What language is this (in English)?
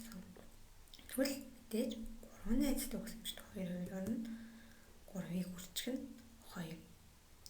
Mongolian